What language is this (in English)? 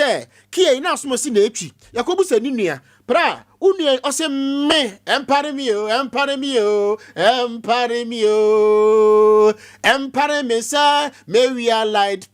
Akan